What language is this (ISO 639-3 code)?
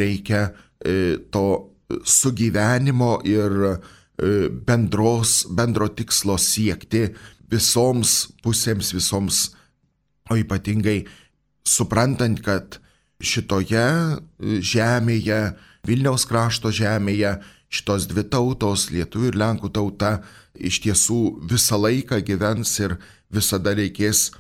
lit